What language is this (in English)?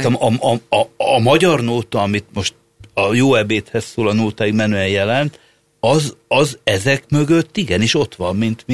Hungarian